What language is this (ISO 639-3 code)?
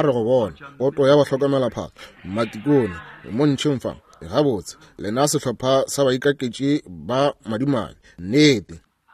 nso